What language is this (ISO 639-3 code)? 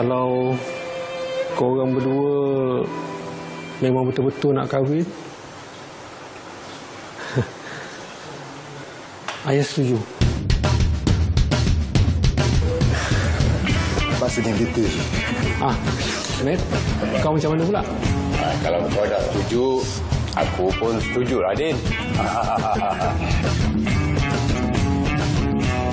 msa